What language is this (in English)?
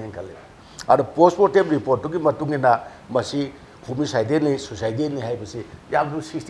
Manipuri